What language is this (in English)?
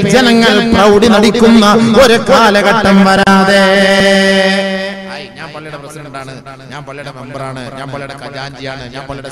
Malayalam